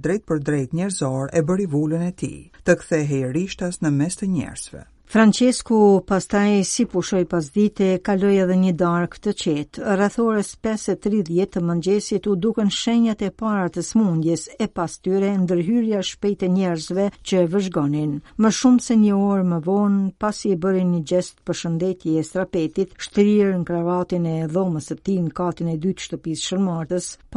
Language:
Albanian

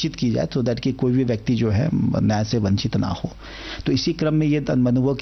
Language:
Hindi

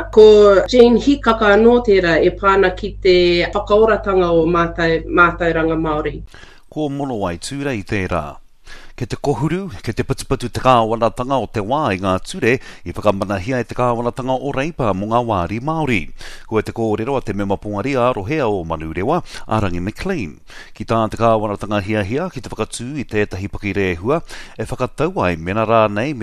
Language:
Māori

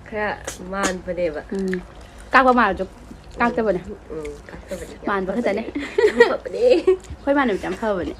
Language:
Manipuri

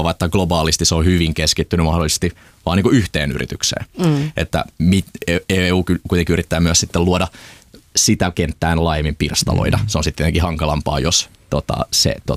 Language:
Finnish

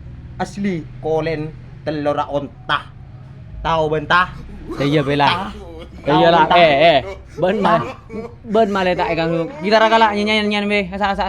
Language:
Madurese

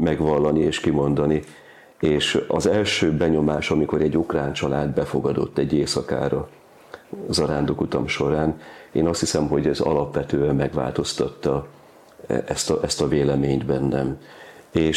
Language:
Hungarian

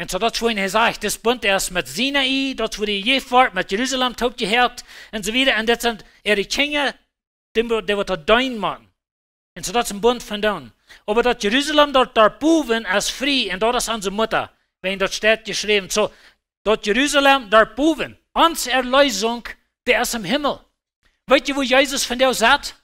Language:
Plautdietsch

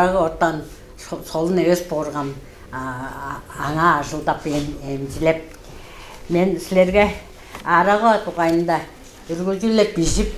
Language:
Tuvinian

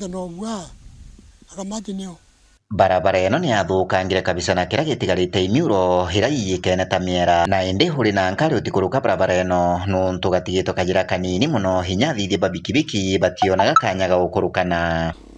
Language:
Meru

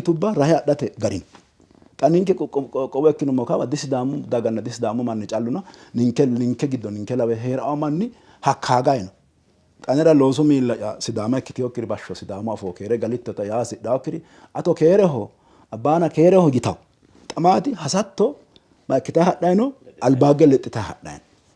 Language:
Sidamo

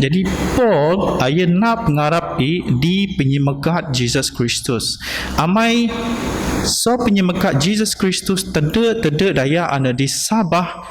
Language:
Biatah Bidayuh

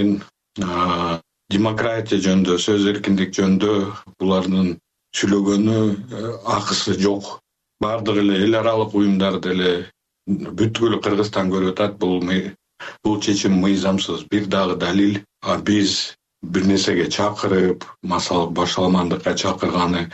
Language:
Kyrgyz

